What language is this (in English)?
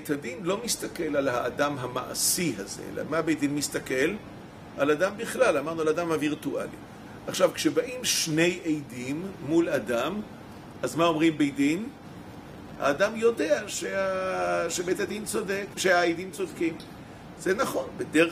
Hebrew